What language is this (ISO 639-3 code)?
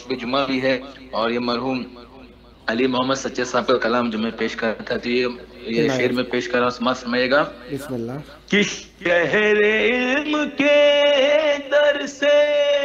urd